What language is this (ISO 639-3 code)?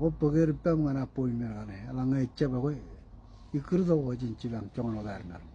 mah